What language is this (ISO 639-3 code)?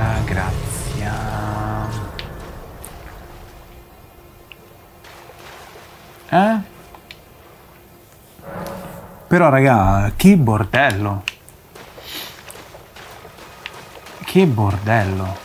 ita